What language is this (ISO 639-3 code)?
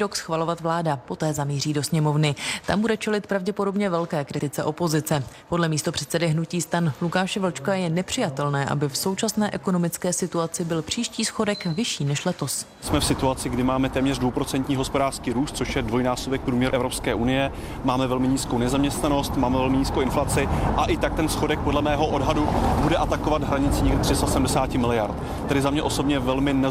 ces